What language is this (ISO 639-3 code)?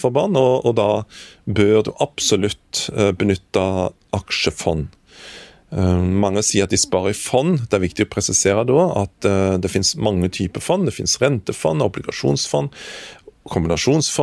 nor